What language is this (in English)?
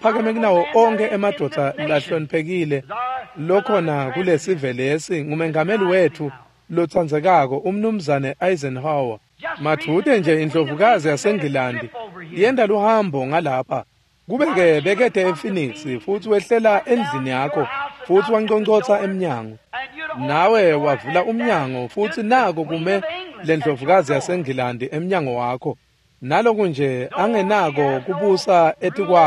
Swati